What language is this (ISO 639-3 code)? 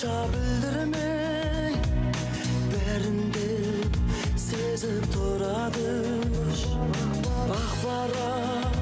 kaz